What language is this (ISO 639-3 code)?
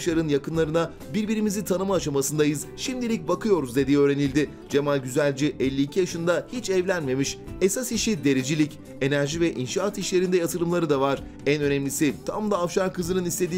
tur